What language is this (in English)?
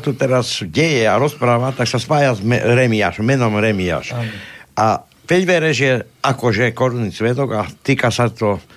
Slovak